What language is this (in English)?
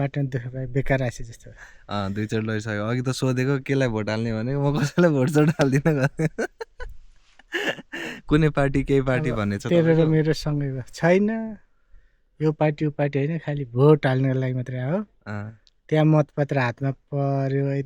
Nepali